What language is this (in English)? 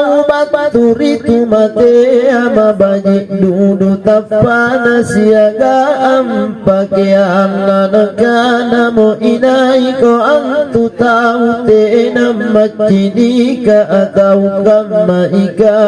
Makasar